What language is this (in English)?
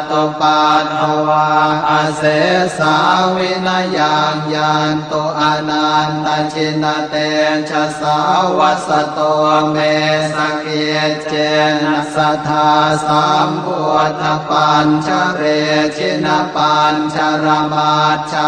Pali